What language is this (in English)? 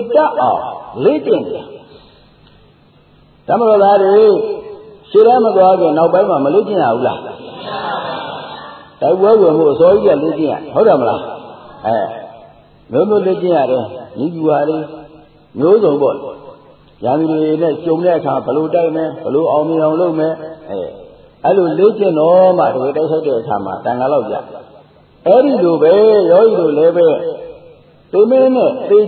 Burmese